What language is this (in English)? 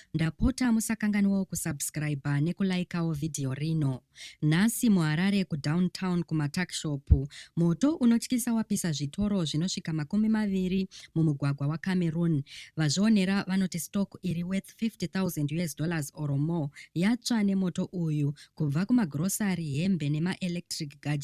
Shona